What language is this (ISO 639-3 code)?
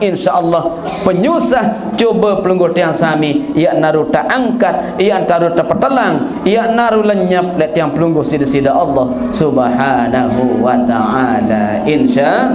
sas